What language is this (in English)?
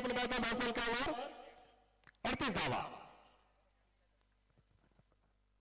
Marathi